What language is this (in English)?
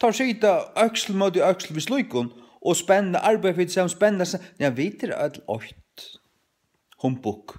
Faroese